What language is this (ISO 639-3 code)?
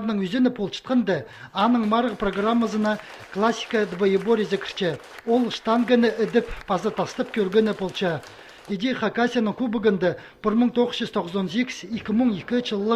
kjh